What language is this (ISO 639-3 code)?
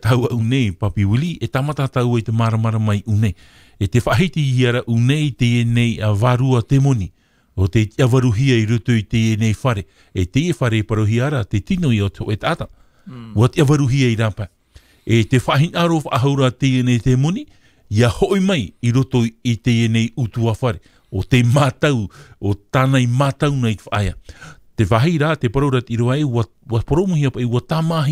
tah